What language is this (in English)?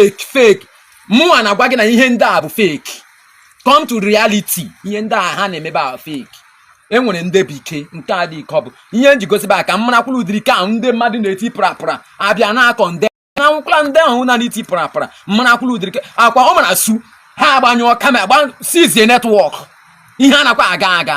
Igbo